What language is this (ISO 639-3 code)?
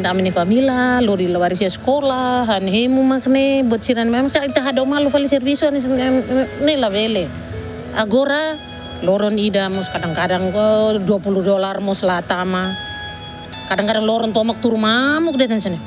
tet